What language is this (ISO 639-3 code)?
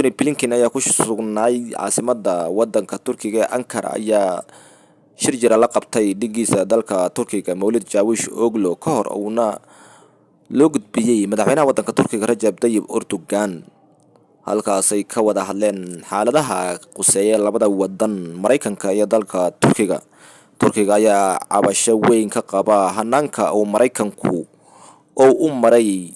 som